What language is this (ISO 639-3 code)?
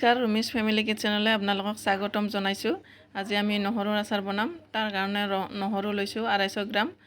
asm